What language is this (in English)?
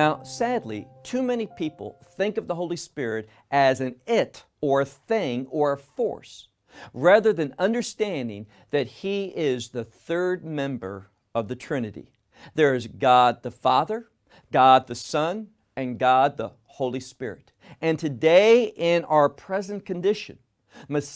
English